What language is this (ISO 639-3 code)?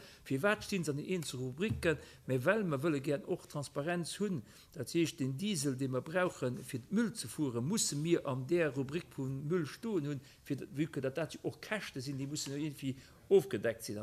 ltz